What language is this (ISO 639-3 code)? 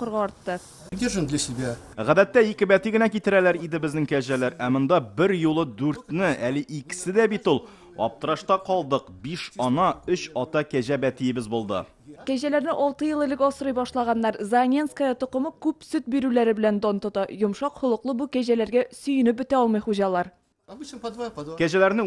tat